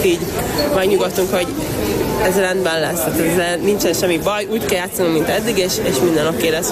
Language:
Hungarian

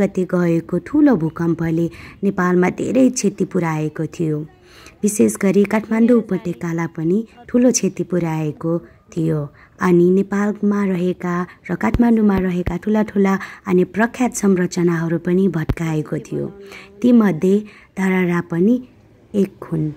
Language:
Nepali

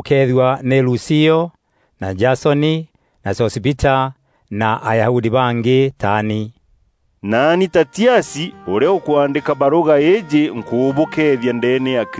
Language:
Meru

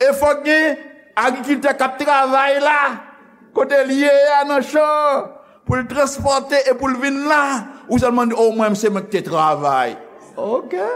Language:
Haitian Creole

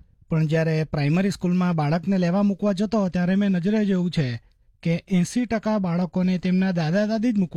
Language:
Gujarati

